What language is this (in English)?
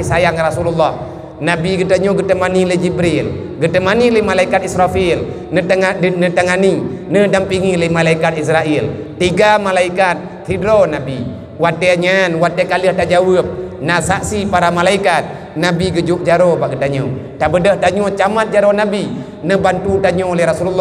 Achinese